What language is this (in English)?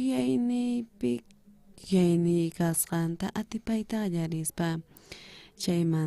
South Bolivian Quechua